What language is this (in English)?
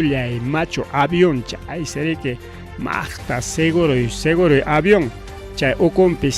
Ayacucho Quechua